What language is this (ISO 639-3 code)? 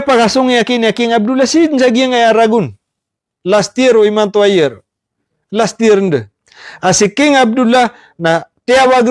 mrw